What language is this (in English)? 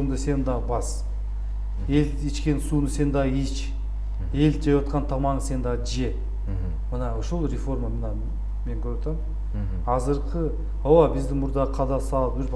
Kyrgyz